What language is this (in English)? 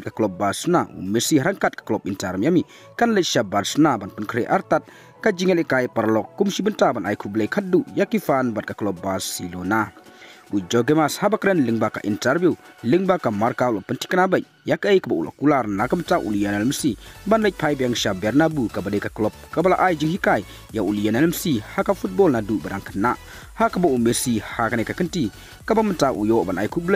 Khasi